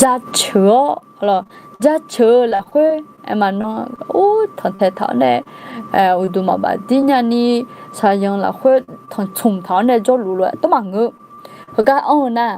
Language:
Akha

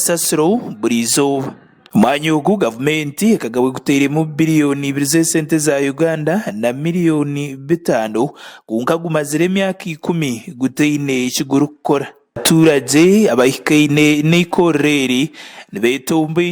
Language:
Nyankole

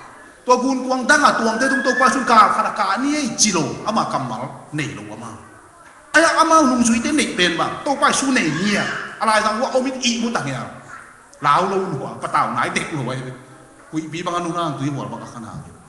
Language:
Tedim Chin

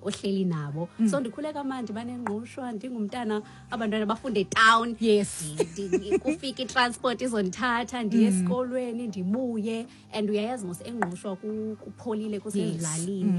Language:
Xhosa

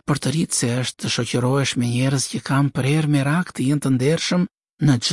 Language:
Albanian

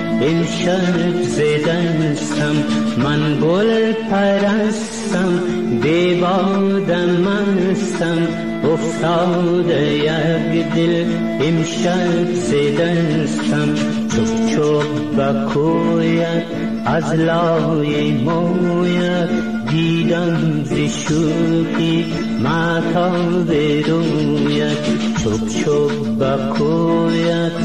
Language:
Persian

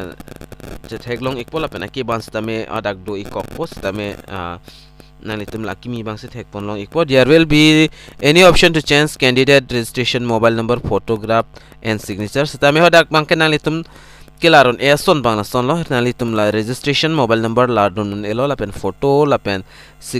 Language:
Karbi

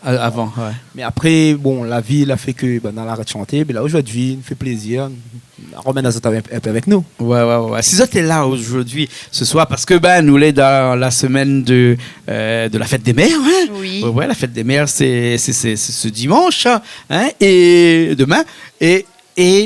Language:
Réunion Creole French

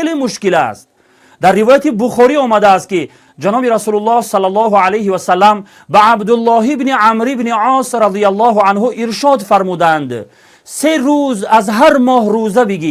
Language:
Tajik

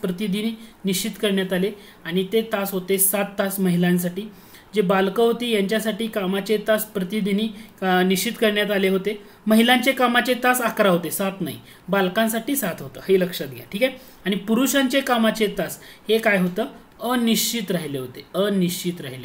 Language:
Marathi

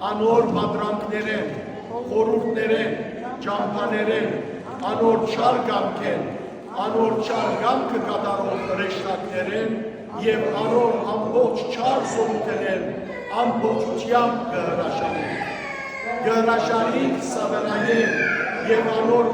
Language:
Western Armenian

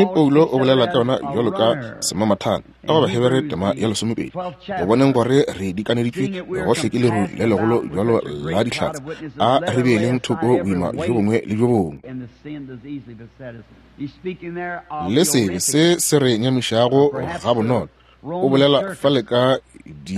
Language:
Northern Sotho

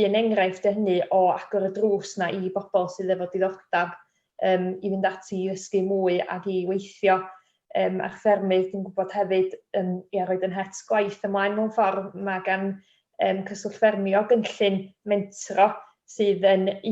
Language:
Welsh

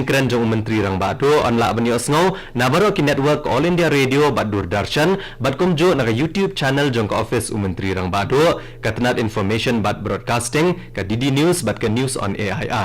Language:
Khasi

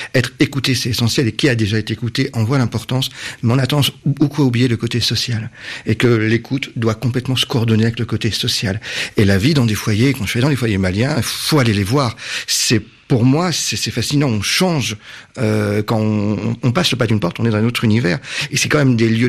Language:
French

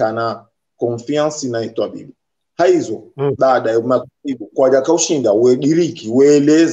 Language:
Swahili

